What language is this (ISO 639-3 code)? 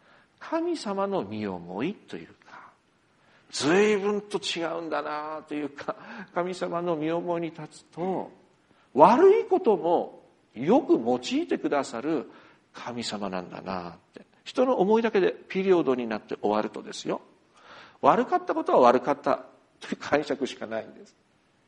jpn